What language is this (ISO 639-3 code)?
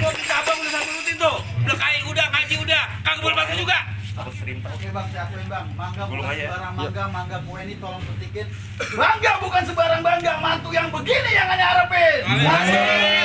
bew